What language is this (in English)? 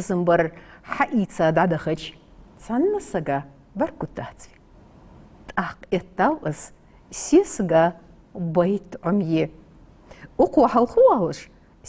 Ingush